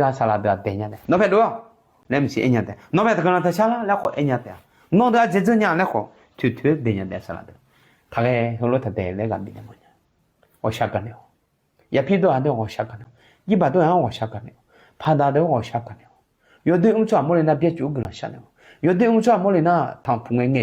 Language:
Akha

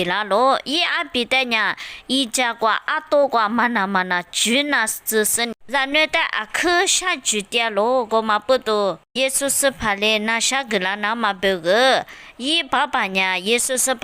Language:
Lisu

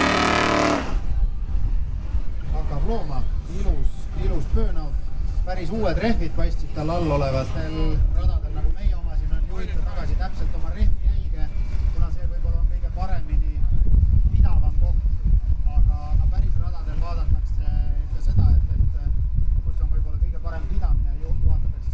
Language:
Estonian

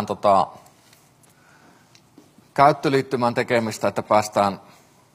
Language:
Finnish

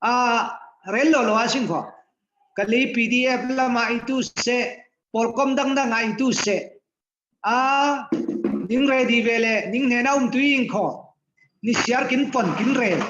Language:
Falam Chin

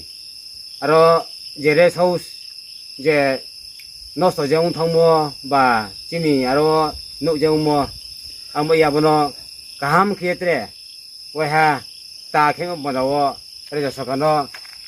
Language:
Riang (India)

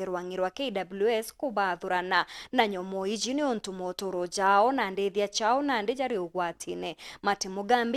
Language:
Meru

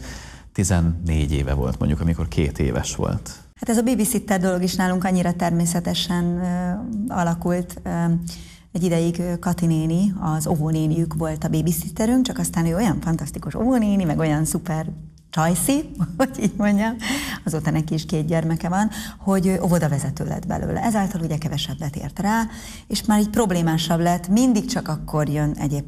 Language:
Hungarian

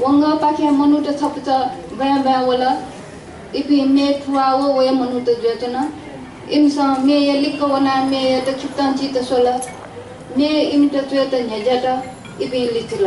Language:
Newari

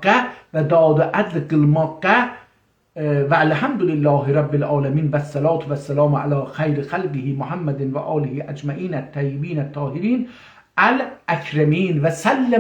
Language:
South Azerbaijani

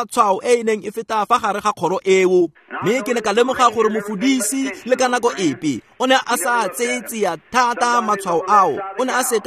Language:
Tswana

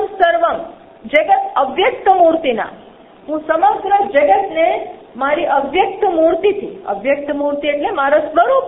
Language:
Gujarati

